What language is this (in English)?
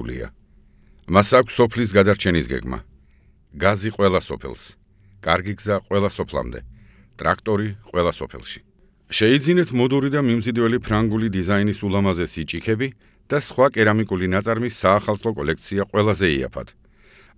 Georgian